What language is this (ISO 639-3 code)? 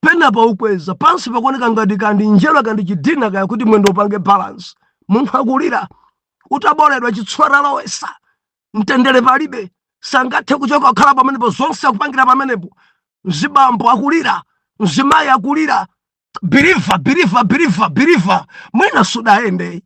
nya